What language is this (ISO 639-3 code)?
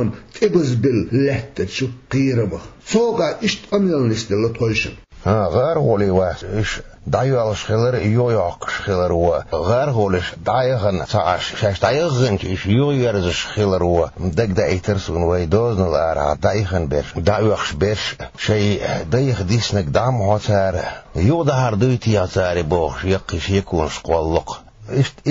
che